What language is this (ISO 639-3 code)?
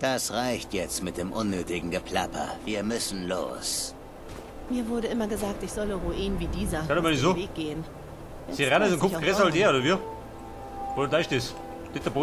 bar